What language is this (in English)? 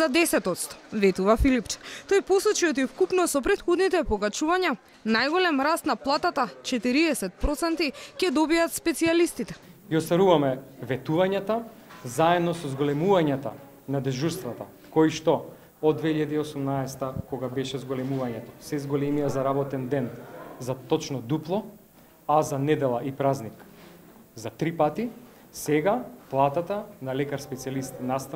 Macedonian